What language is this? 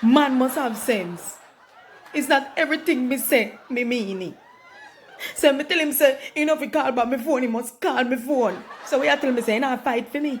Jamaican Creole English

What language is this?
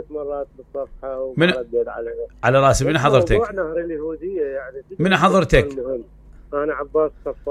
Mesopotamian Arabic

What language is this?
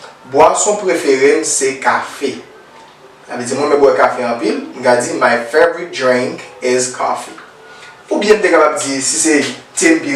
Haitian Creole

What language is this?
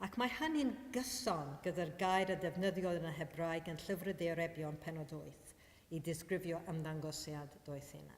Welsh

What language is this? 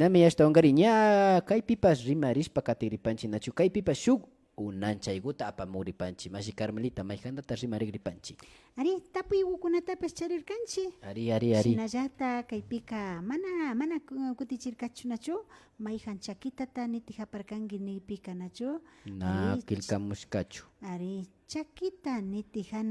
Imbabura Highland Quichua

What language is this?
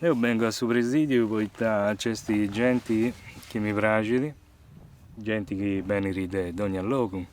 Sardinian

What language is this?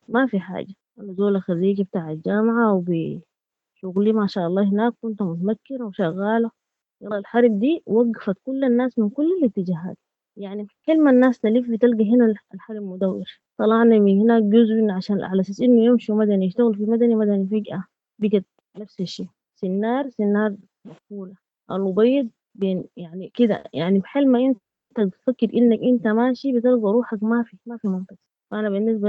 Sudanese Arabic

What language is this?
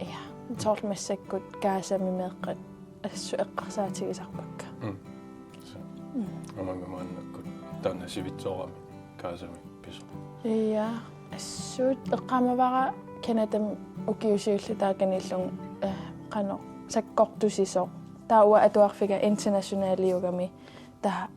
Kalaallisut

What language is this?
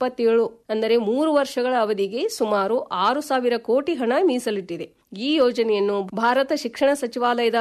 Kannada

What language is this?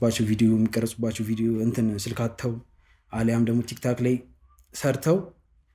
Amharic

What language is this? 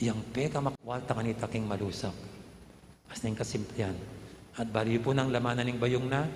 Pampanga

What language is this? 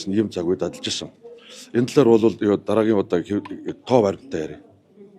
Mongolian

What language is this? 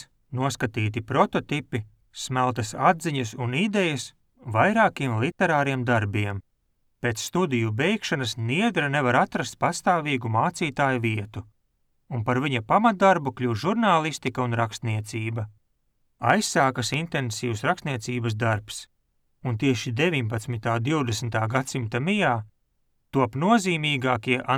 Latvian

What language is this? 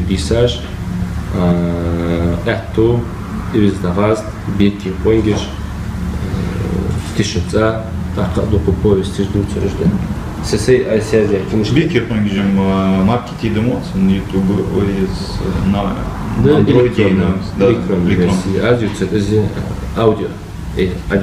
Ingush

